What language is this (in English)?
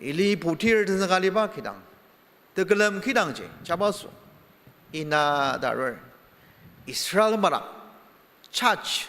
Ao Naga